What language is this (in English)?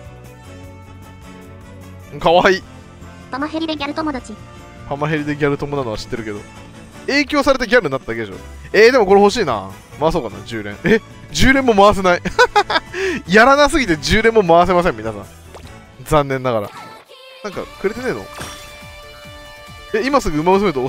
Japanese